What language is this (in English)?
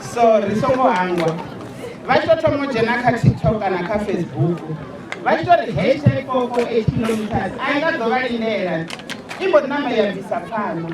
Venda